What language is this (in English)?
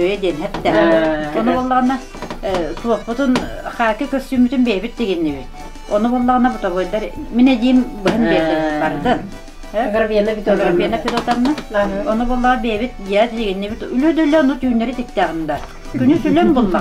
Yakut